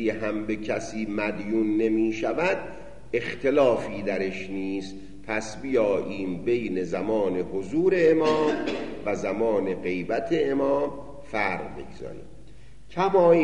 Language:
Persian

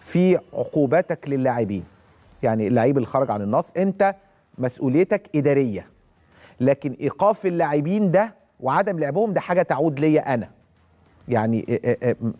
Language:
Egyptian Arabic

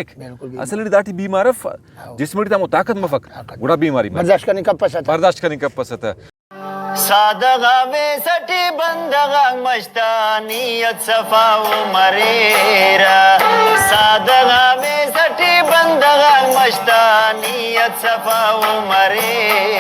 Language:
Brahui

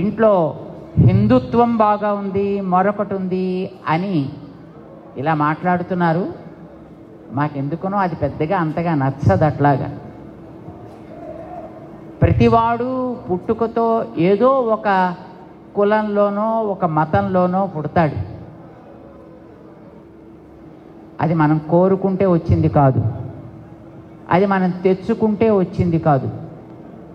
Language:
Telugu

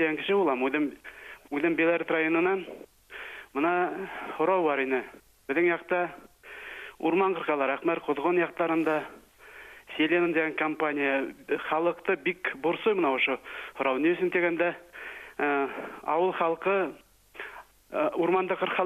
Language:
Bashkir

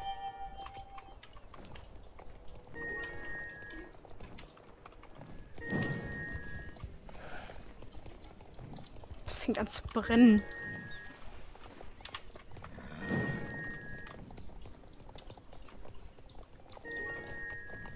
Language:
German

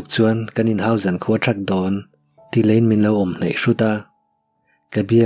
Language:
Mizo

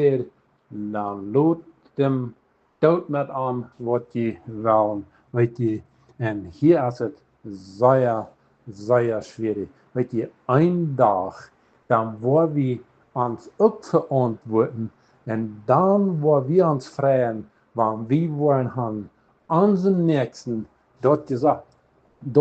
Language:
Plautdietsch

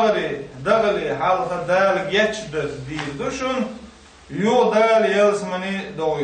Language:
Chechen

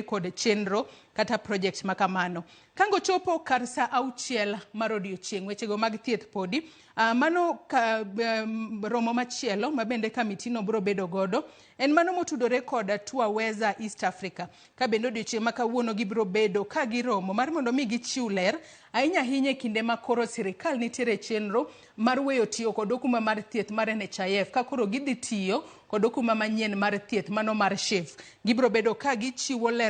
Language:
Luo (Kenya and Tanzania)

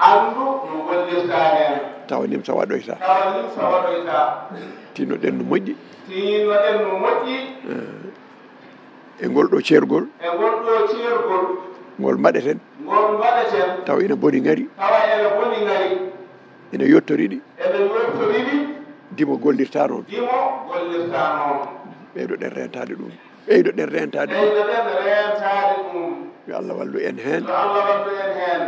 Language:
Fula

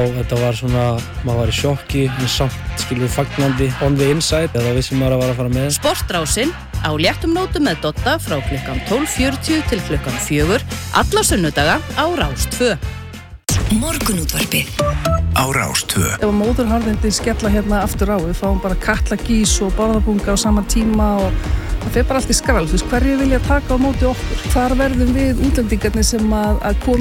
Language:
Icelandic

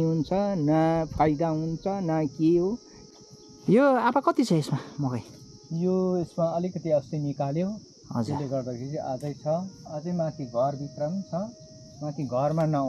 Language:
Nepali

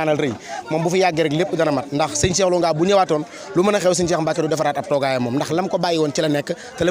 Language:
Wolof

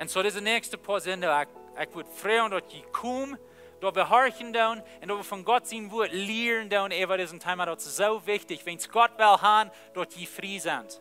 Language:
Plautdietsch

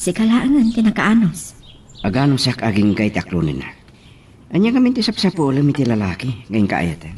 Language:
Iloko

